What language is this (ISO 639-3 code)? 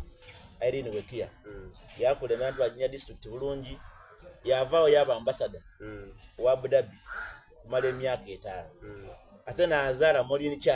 xog